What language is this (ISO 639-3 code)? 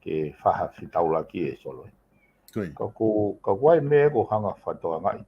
ton